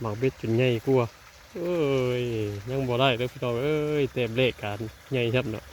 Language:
Northeastern Thai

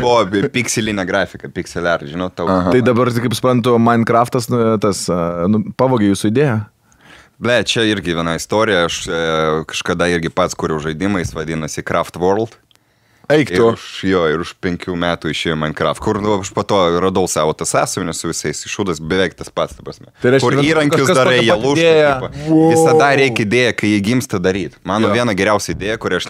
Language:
Lithuanian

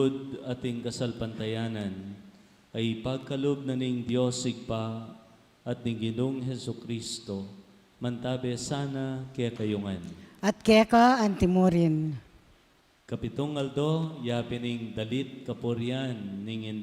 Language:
Pampanga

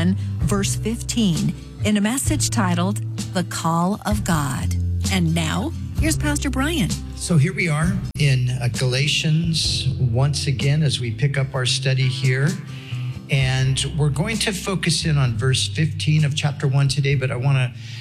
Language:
English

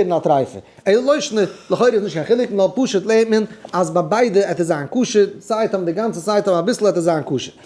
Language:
Yiddish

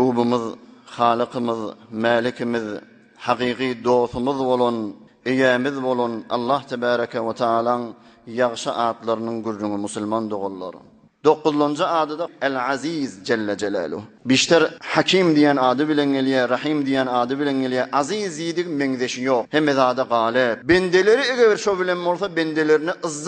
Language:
Turkmen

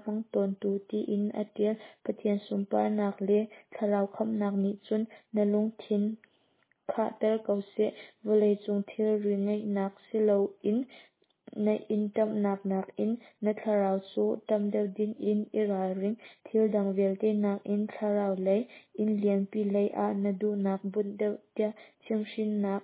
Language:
Hakha Chin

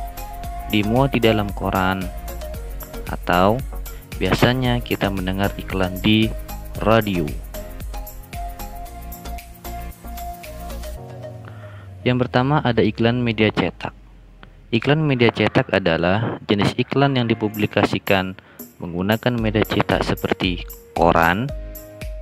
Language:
Indonesian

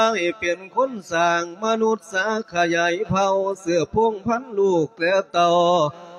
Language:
Lao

